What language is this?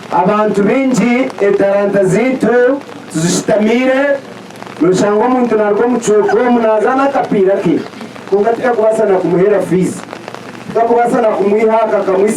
Nyankole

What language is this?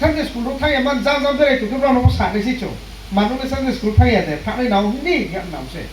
Riang (India)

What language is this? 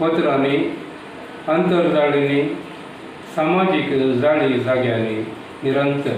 Konkani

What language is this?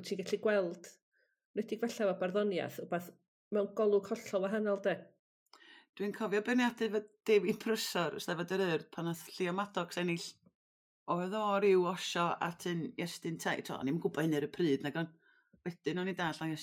Welsh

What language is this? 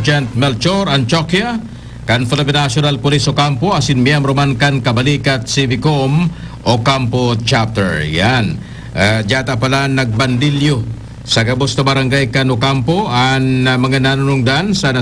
Bikol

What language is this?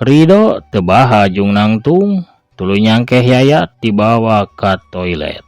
Sundanese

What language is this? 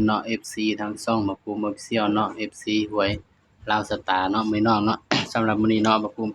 Northeastern Thai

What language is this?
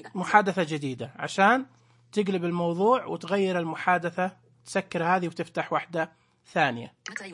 Najdi Arabic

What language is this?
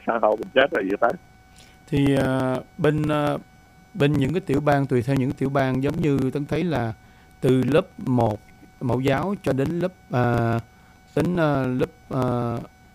Vietnamese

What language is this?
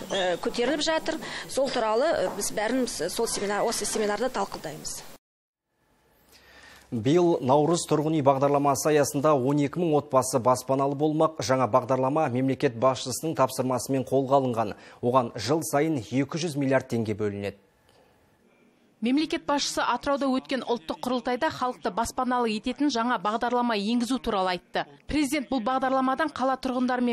Kazakh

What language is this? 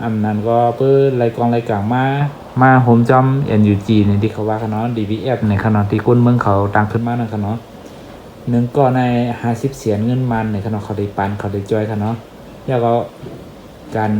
Shan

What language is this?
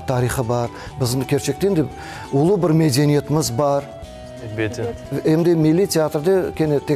Crimean Tatar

